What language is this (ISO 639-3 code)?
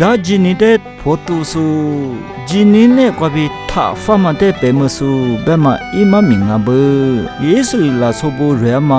lis